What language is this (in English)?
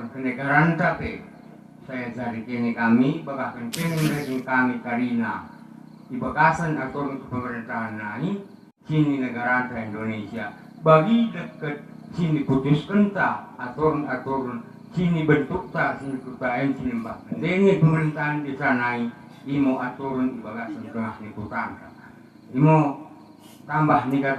Batak Dairi